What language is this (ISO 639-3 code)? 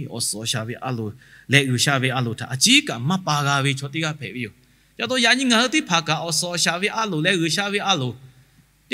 lhu